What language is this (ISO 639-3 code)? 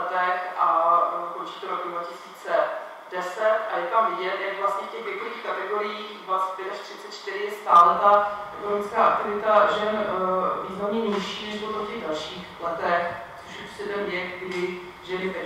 ces